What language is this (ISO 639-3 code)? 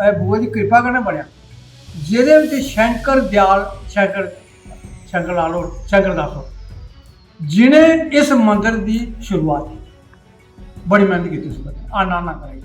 doi